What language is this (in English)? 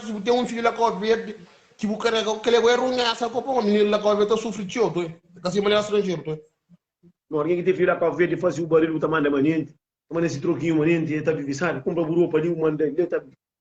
Kabuverdianu